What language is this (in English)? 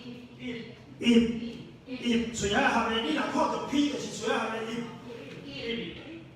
Min Nan Chinese